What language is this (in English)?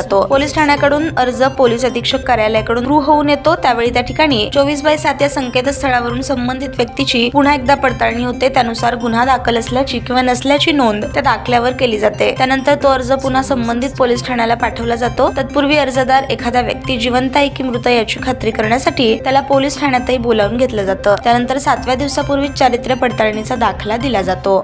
Marathi